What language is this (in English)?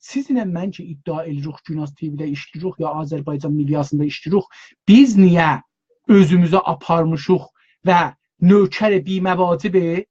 South Azerbaijani